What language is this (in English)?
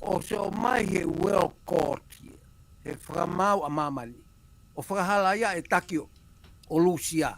Tongan